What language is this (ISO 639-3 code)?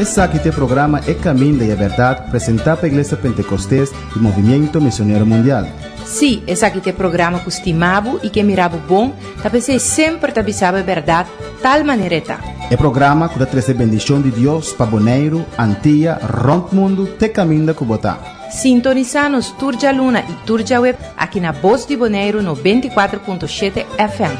pap